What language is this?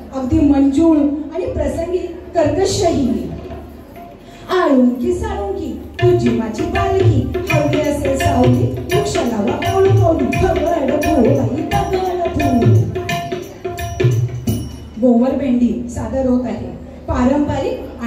Marathi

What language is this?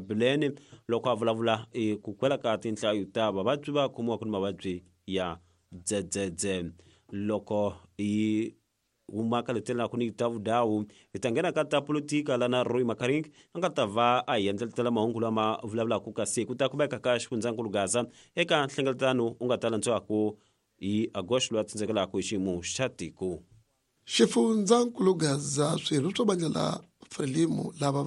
Tsonga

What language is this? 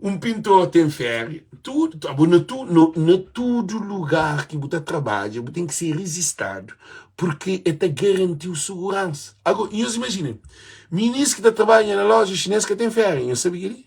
Kabuverdianu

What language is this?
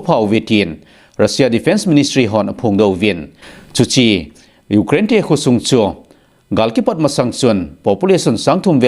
Thado Chin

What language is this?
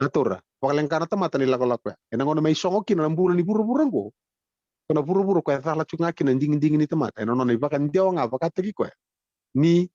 Fijian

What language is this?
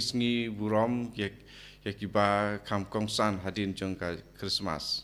Khasi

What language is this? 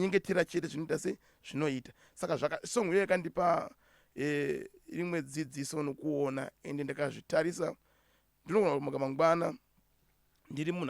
Shona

